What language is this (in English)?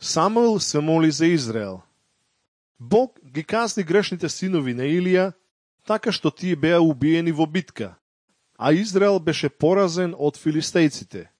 Macedonian